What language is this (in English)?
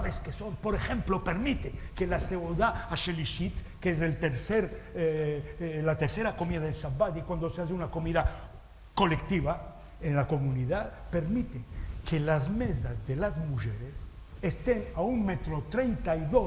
Ladino